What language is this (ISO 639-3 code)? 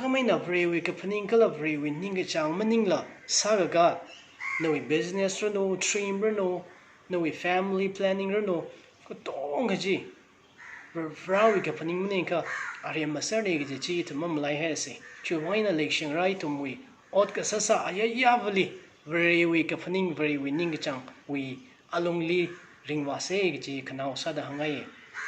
nmf